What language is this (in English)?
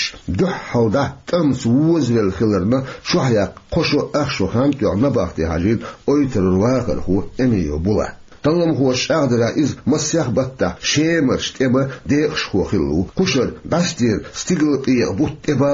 Chechen